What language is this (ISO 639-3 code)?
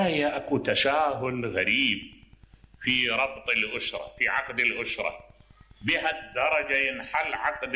acm